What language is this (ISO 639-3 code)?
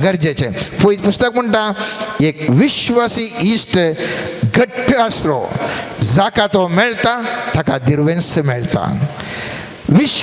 kok